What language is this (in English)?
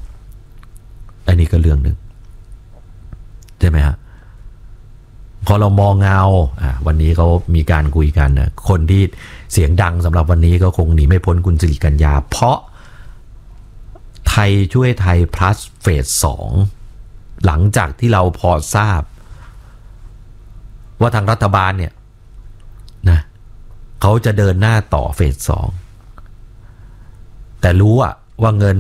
Thai